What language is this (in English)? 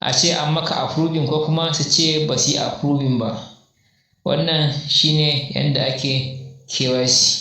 Hausa